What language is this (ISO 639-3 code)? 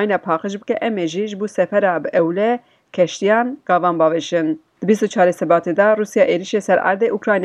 kur